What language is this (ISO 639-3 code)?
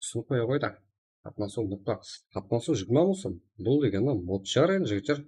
kaa